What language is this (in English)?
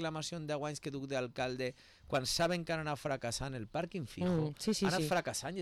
Catalan